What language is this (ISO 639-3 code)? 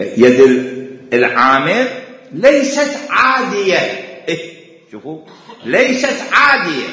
acm